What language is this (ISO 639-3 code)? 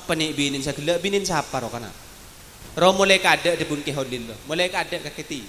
mad